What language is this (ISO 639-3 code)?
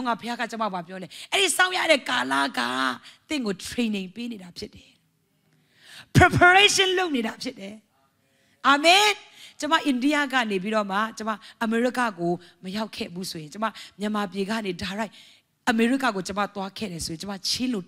mya